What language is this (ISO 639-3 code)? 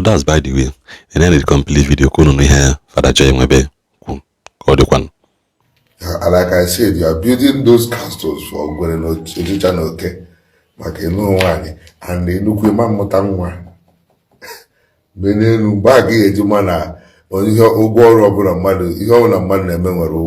ibo